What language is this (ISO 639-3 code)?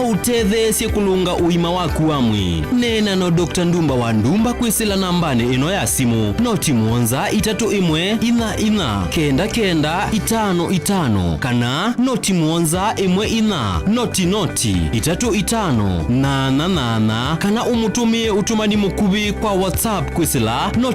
kam